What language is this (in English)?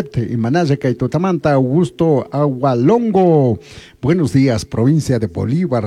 Chimborazo Highland Quichua